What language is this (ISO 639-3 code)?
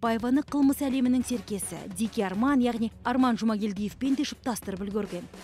kaz